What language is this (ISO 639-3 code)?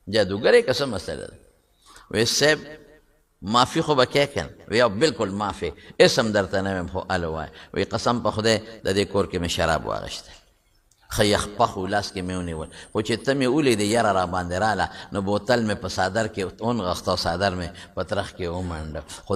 pus